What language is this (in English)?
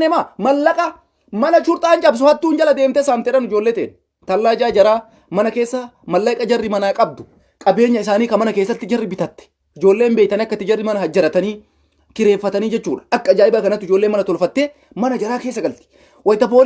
Oromo